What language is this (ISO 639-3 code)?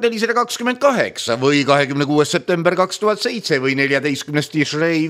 est